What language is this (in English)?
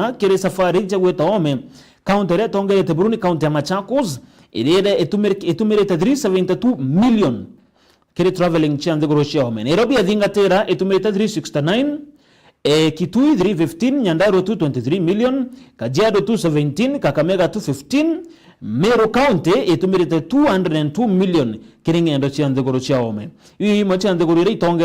Meru